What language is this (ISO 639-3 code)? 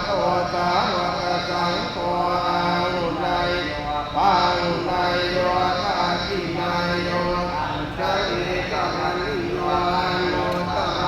pli